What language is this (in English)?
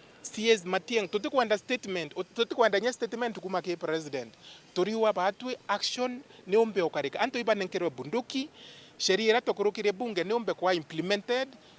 Meru